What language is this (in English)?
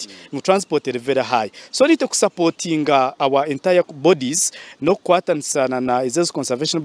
Nyankole